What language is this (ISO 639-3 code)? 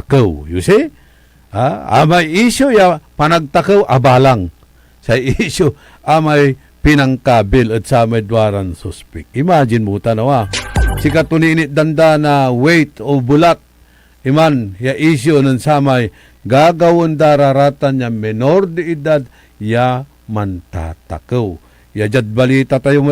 pag